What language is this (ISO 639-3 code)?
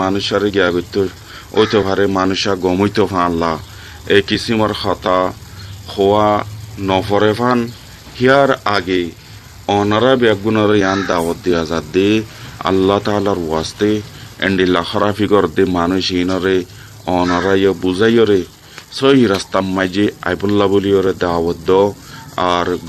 rhg